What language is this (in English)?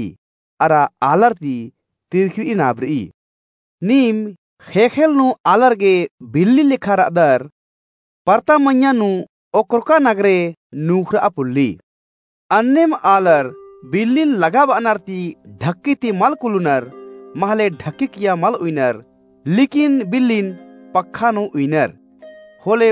Kurukh